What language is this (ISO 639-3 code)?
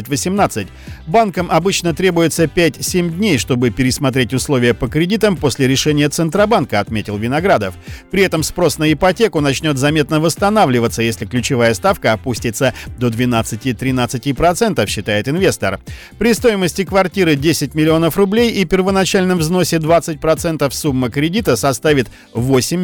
rus